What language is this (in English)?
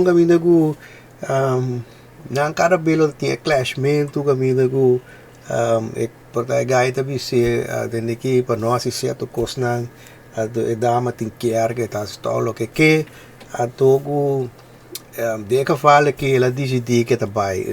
Papiamento